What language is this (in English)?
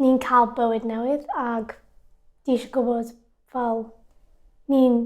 Welsh